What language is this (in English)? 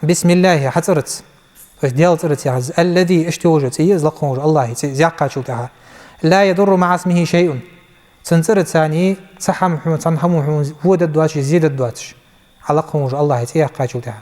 Ingush